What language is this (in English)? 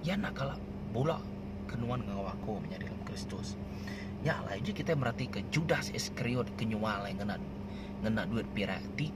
Iban